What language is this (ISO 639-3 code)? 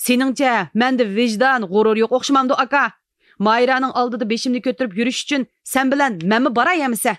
uig